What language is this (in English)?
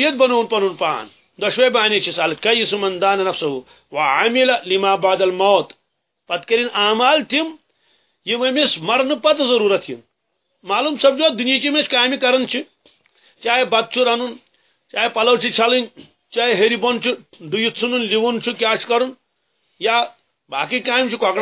Kashmiri